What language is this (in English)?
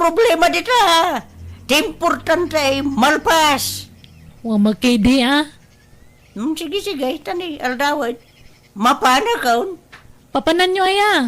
Iloko